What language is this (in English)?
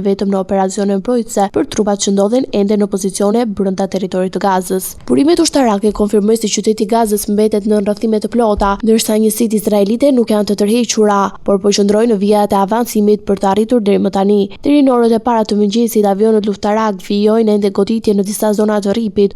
Albanian